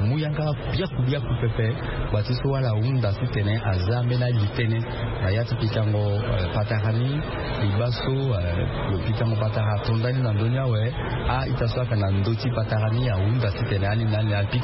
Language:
Sango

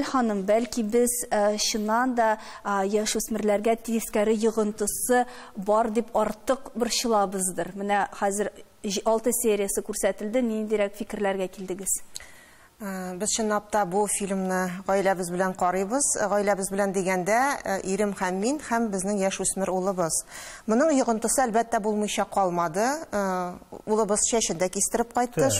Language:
Tatar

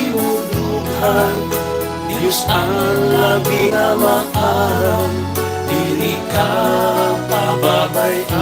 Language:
Waray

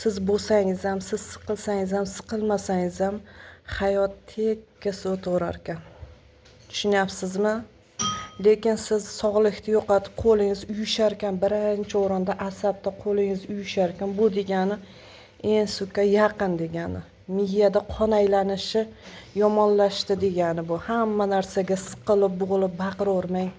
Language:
Uzbek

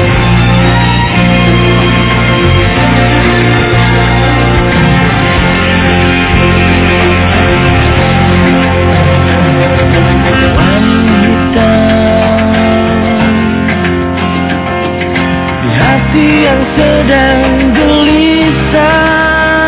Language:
Indonesian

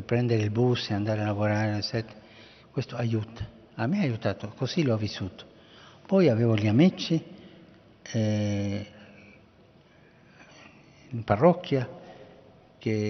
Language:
Italian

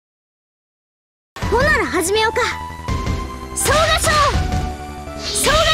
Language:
Japanese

